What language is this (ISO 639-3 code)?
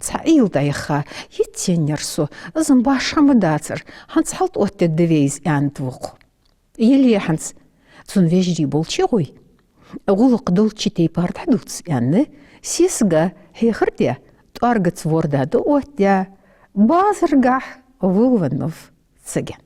inh